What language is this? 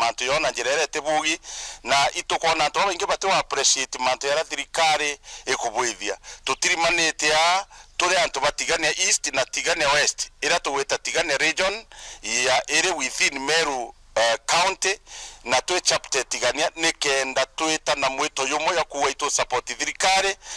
Meru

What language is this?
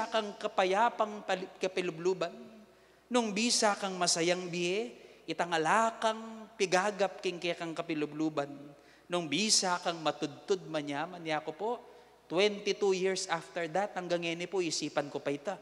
Pampanga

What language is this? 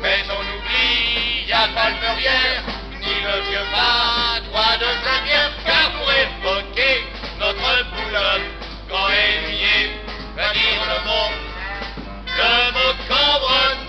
Picard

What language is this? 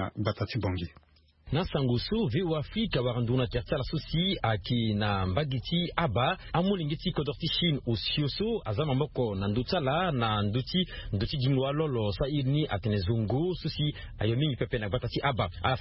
Sango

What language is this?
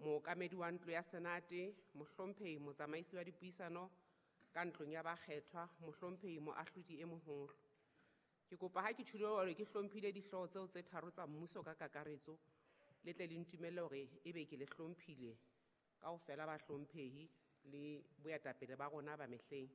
Southern Sotho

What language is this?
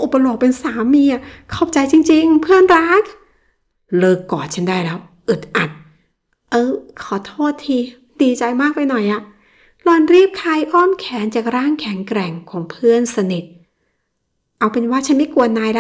Thai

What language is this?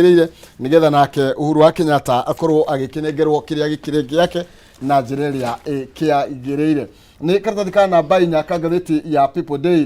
Kikuyu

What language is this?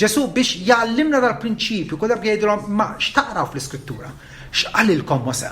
Maltese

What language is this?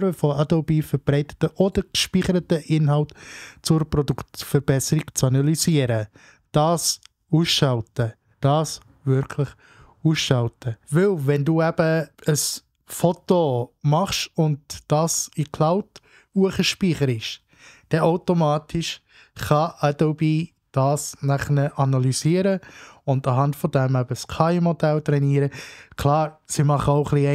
Swiss German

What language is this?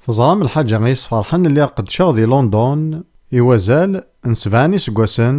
Kabyle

